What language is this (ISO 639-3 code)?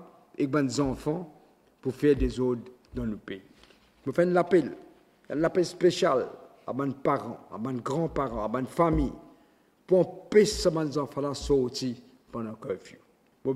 mfe